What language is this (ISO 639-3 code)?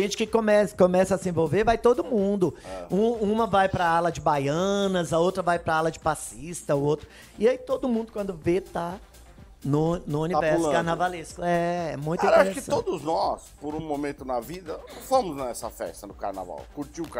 por